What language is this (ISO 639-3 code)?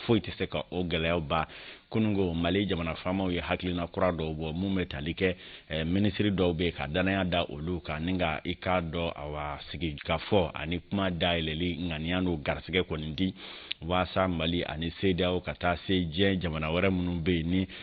bam